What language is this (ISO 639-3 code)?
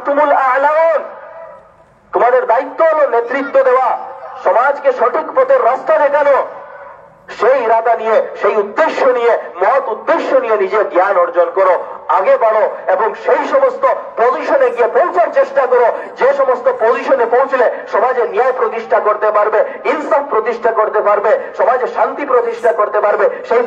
ben